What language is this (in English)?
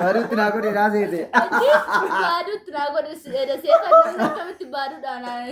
Oromo